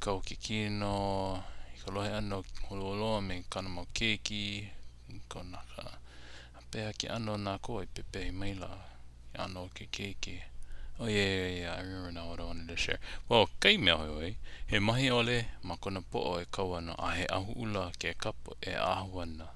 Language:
Hawaiian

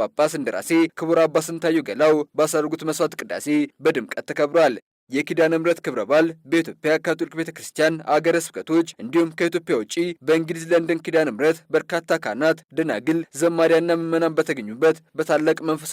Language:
Amharic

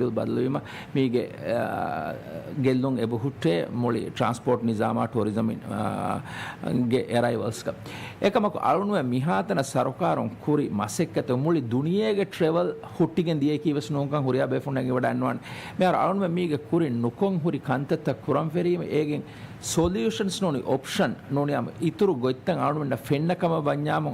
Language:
Divehi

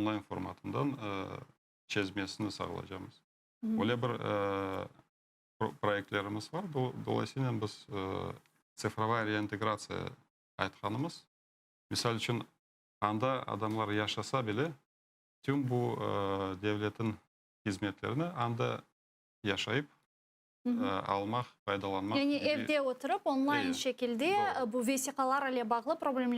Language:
Crimean Tatar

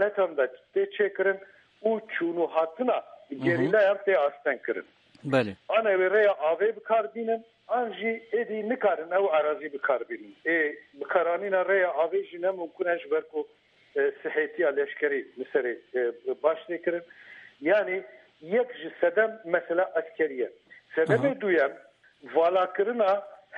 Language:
Kurdish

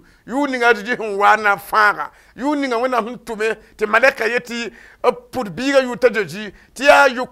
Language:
Mossi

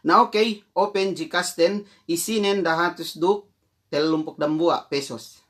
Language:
Yakan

